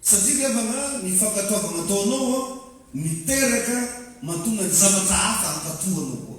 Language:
Malagasy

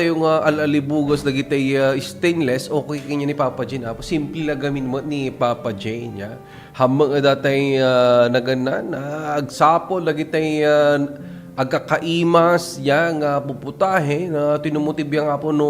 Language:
Iloko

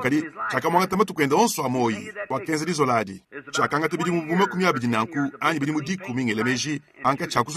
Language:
Luba-Lulua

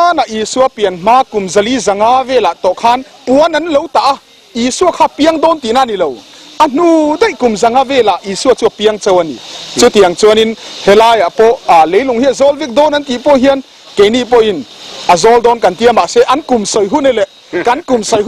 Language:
Mizo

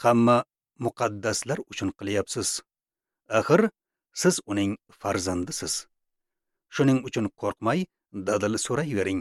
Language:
Uzbek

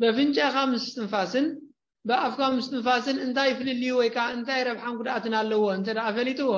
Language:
Tigrinya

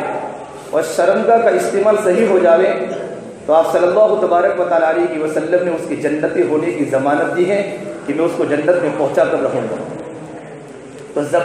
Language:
Urdu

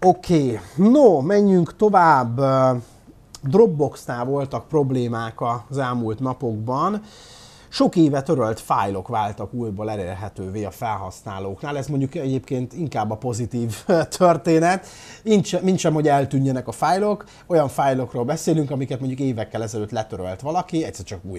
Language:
Hungarian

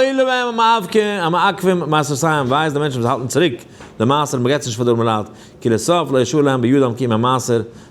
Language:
Yiddish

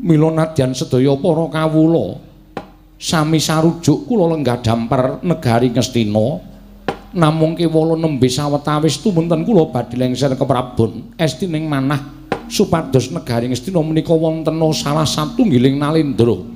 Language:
Javanese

